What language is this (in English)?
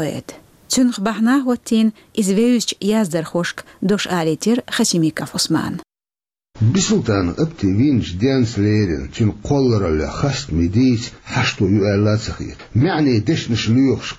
Chechen